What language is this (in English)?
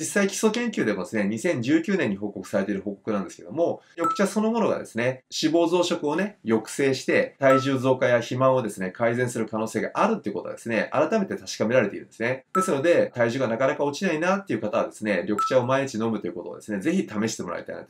Japanese